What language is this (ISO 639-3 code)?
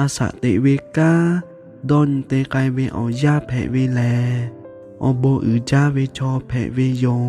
lhu